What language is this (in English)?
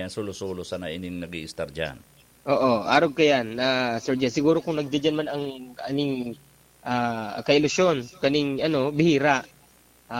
Bikol